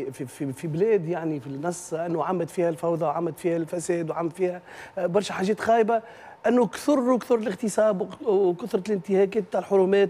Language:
Tunisian Arabic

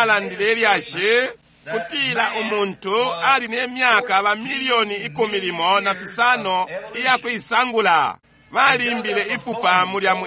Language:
Bemba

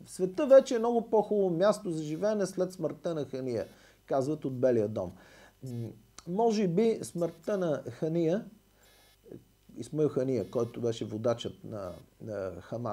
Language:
Bulgarian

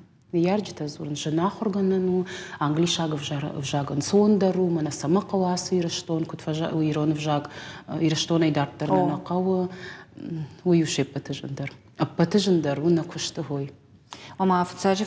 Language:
Ossetic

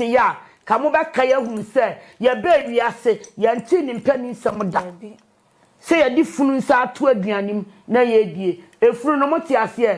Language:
Akan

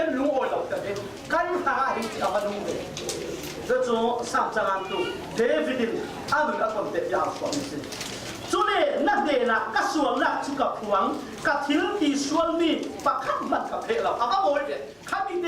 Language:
Falam Chin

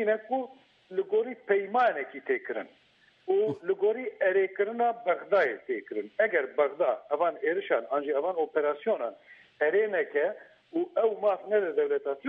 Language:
Kurdish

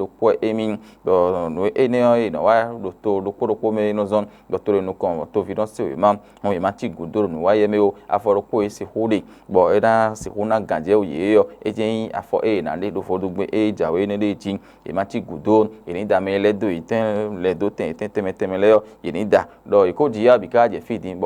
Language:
Fon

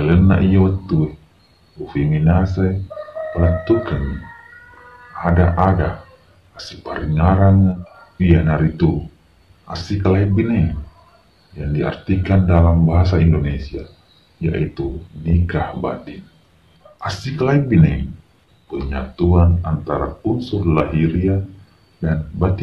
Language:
Buginese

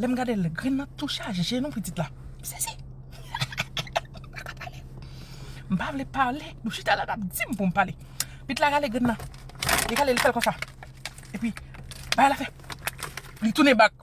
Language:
Haitian Creole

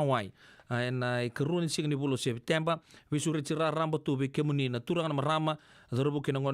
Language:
Fijian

